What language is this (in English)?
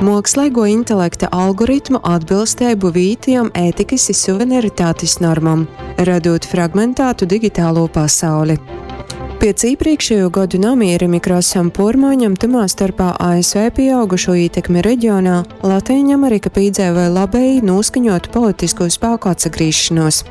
Latgalian